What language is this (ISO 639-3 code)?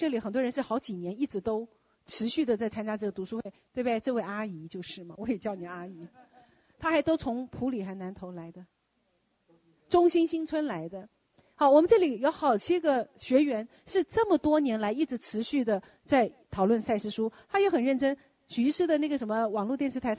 zho